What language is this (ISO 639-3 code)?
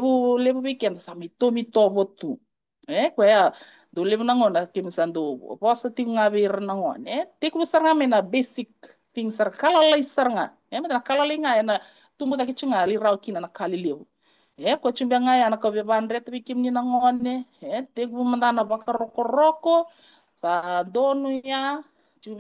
fij